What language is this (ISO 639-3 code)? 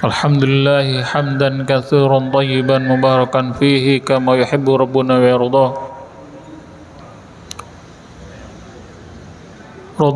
ind